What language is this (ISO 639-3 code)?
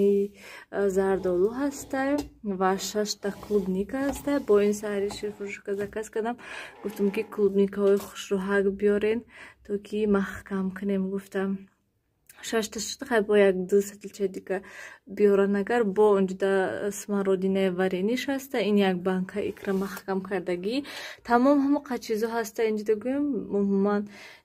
tgk